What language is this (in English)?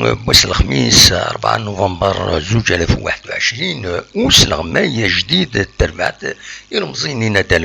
Kabyle